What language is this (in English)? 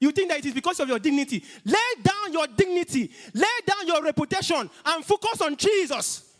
English